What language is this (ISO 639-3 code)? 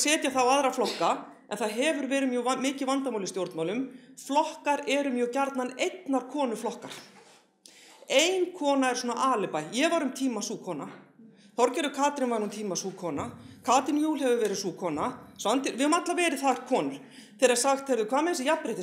isl